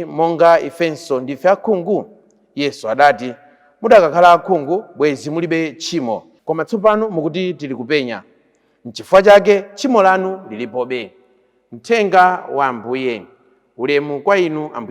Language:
Nyanja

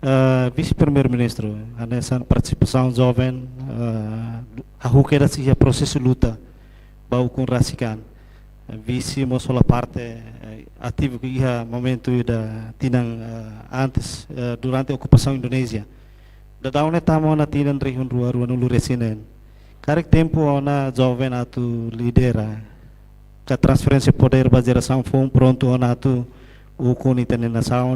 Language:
Tetum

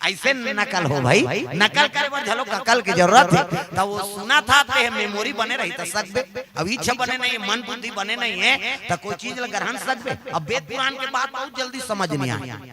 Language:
Chhattisgarhi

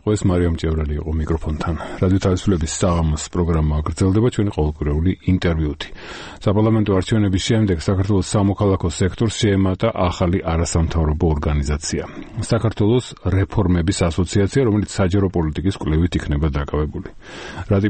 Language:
Georgian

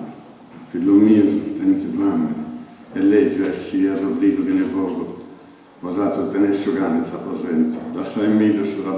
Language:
Sardinian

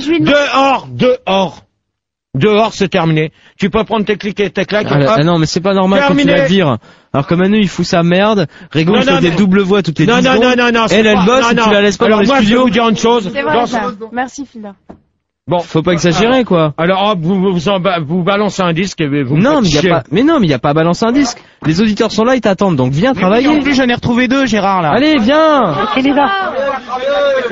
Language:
French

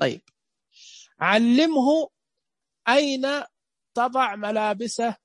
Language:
Najdi Arabic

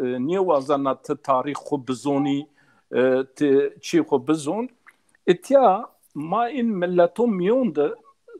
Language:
Zaza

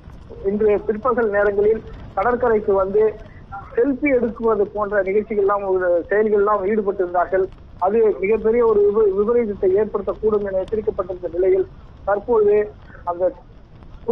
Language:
Tamil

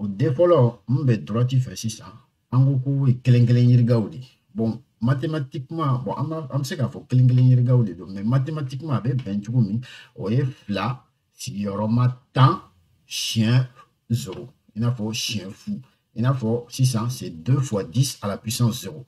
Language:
Bambara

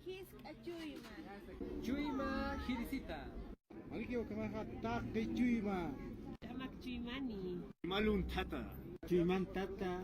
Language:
Aymara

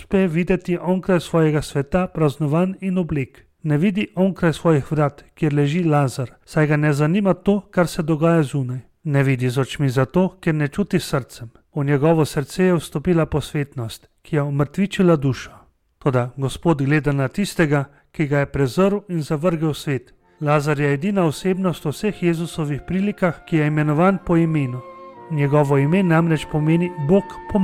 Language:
Slovenian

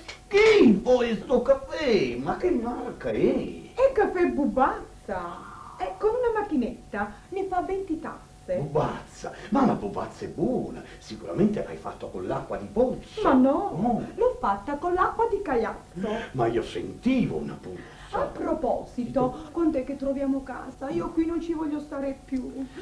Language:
Neapolitan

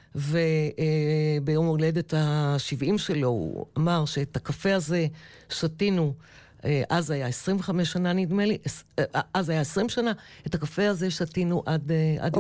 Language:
Hebrew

